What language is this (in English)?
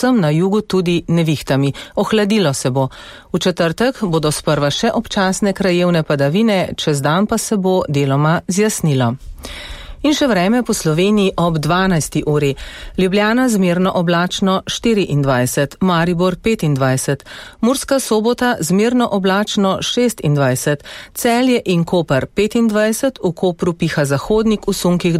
Slovenian